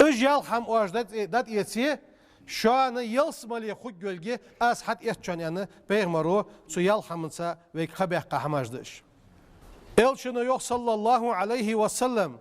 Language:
Ingush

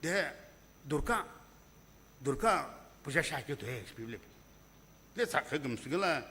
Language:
Sumi Naga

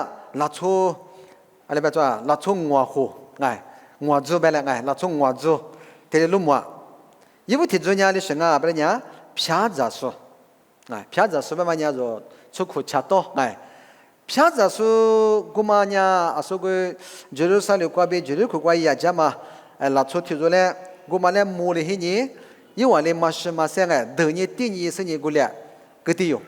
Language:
Lisu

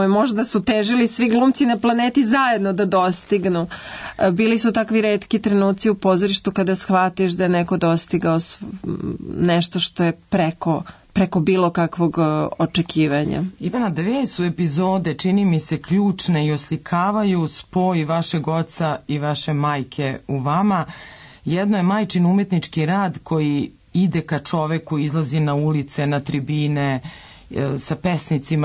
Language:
Serbian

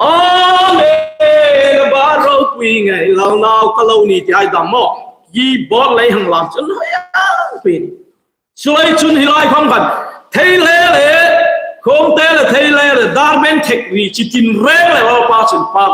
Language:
Hmar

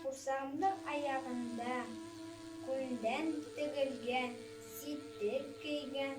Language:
Bashkir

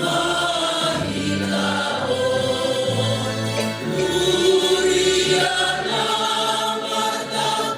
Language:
Batak Simalungun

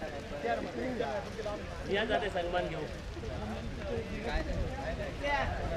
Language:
Marathi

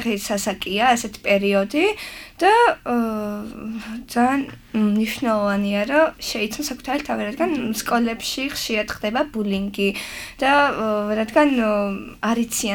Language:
Georgian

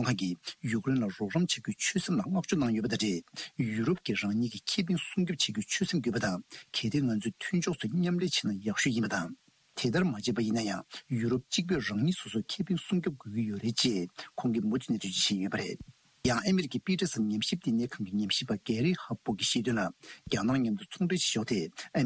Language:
Tibetan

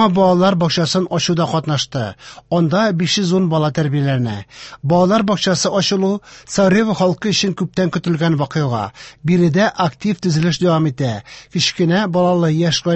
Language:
Tatar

